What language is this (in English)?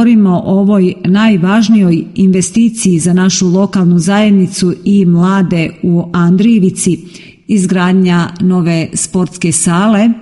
Serbian